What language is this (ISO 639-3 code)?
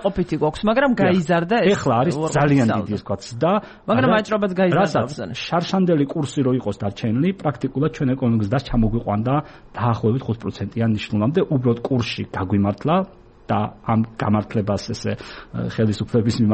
kat